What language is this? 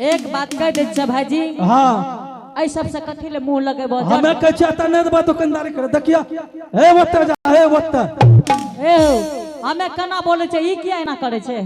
Angika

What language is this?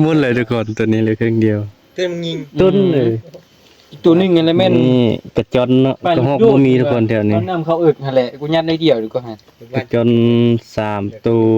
Northeastern Thai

